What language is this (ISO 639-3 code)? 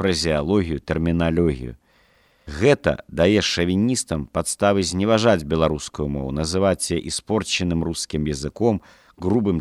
bel